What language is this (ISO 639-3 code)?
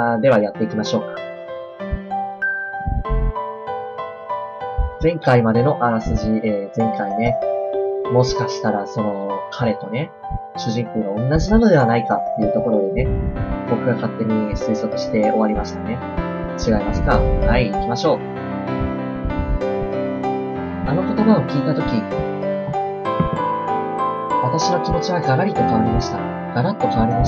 jpn